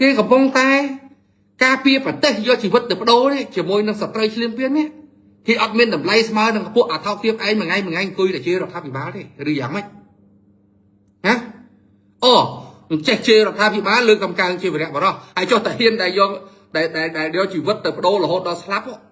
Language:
Khmer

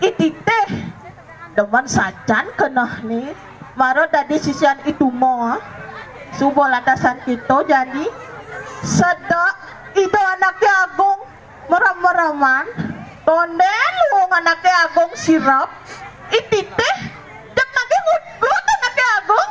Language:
Balinese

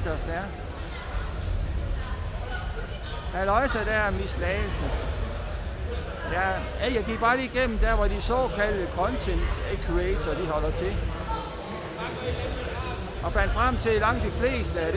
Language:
Danish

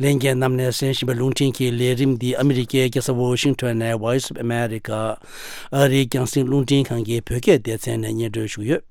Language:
Tibetan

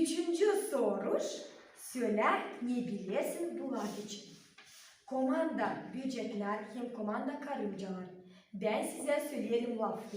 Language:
Gagauz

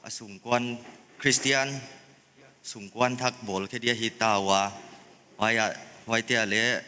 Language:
Paite Chin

